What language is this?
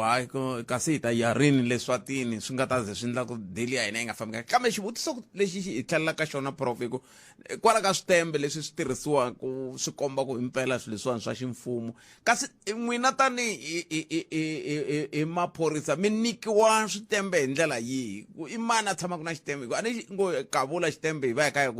Tsonga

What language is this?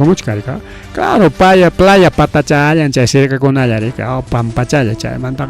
Ayacucho Quechua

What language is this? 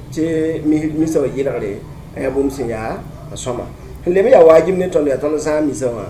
Mossi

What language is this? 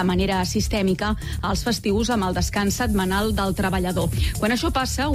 Catalan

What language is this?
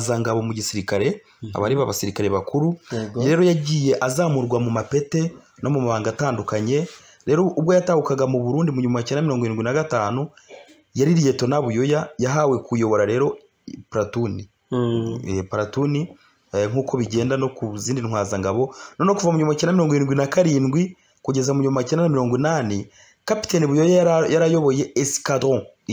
Rundi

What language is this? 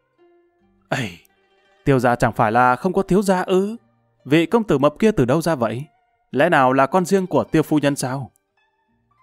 Vietnamese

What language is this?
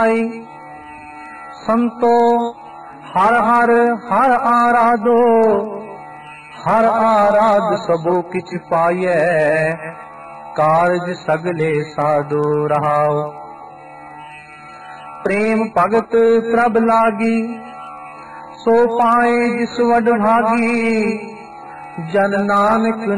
Punjabi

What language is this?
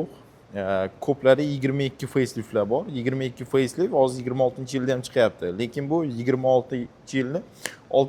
Uzbek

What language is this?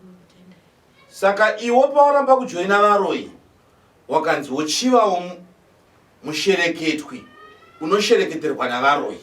Shona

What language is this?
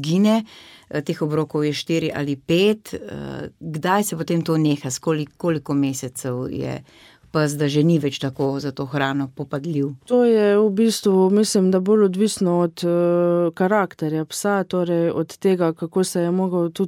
Slovenian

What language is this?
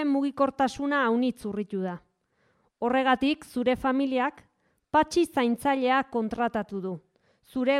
Basque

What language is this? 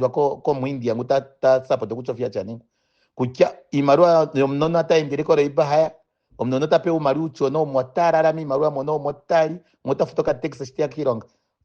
Ndonga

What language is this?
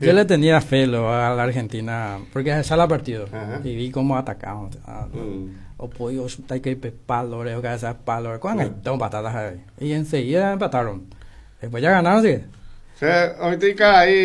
Guarani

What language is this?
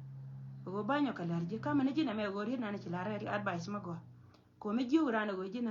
Nuer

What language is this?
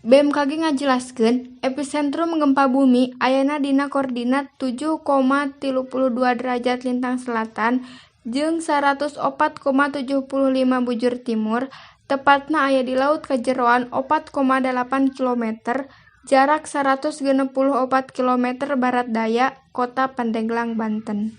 Sundanese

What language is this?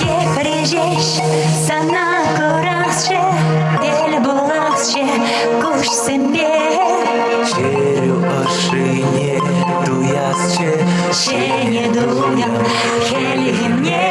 Chuvash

